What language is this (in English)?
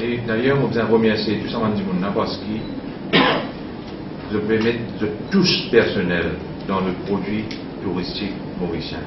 Morisyen